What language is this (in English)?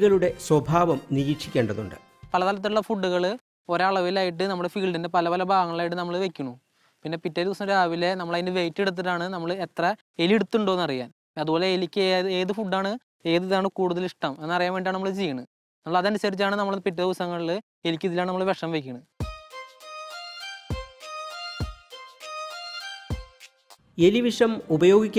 Malayalam